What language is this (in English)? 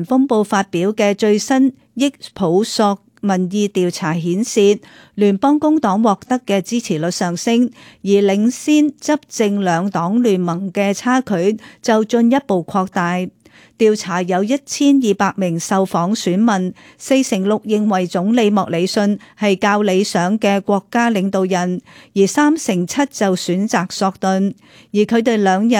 Cantonese